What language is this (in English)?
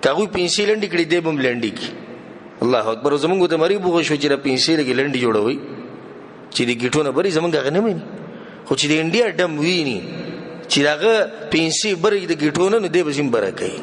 Pashto